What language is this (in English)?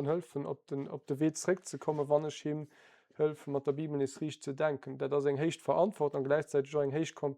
Luxembourgish